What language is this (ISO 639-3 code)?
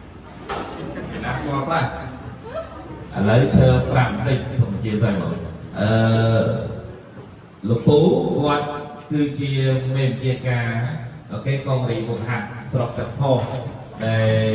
khm